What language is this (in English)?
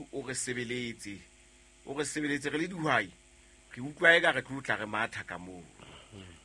Southern Sotho